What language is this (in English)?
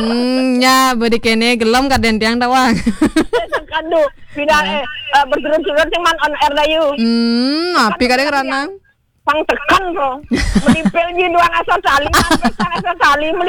Balinese